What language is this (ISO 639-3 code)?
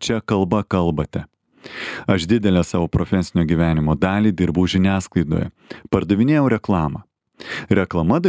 lit